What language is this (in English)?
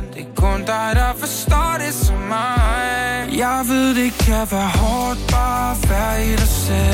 Danish